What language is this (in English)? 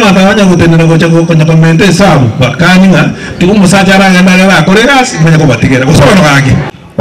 Gusii